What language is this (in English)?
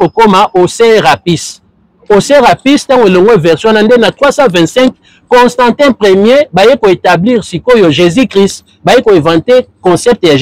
Lingala